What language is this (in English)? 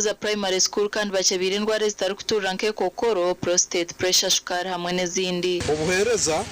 Nyankole